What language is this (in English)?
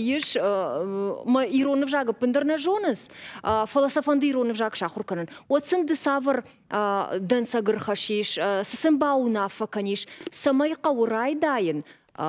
Ossetic